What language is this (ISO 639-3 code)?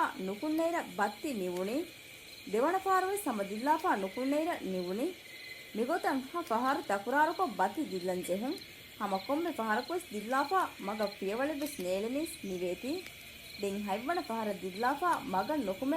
div